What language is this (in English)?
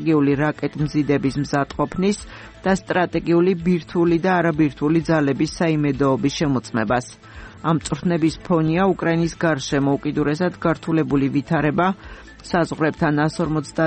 Georgian